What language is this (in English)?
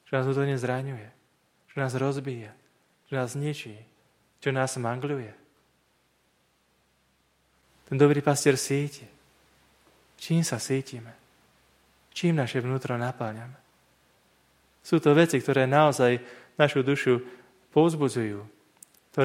Slovak